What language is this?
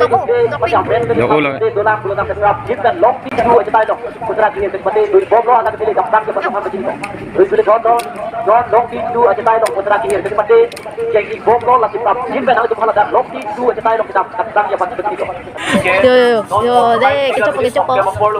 Karbi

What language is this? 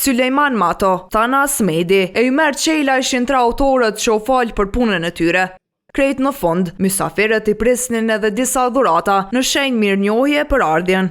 Albanian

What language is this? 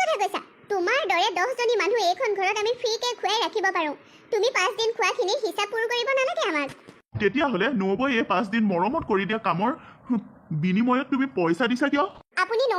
Assamese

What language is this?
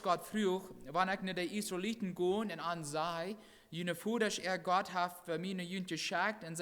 Plautdietsch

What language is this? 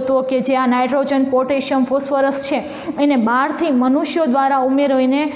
Gujarati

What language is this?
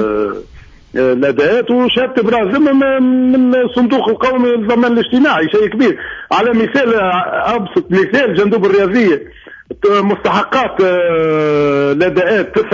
Tunisian Arabic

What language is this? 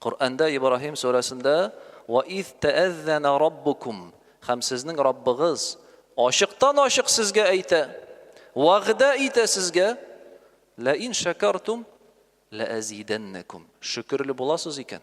Tatar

